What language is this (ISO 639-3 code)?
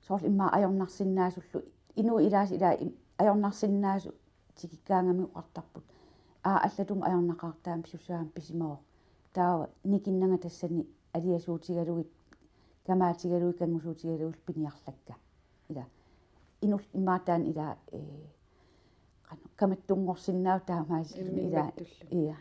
kal